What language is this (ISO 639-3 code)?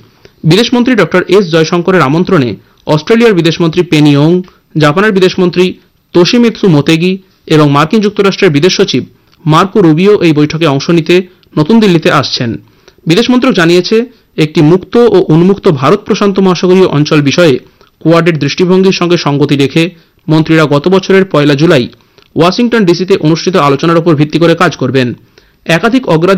ben